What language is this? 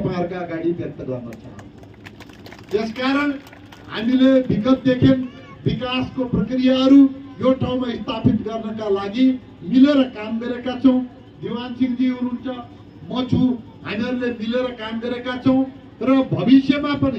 Nepali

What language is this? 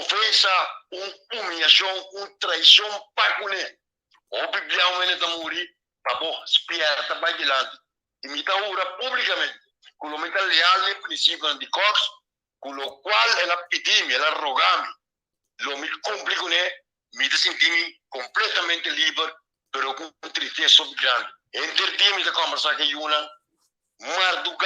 Papiamento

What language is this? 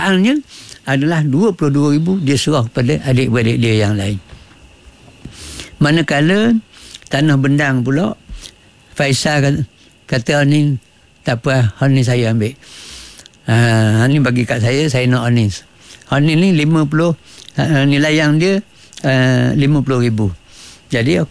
Malay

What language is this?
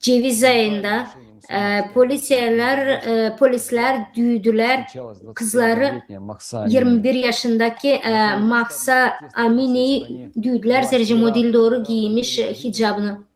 Gagauz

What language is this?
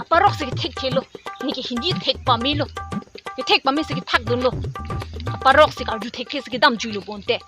Karbi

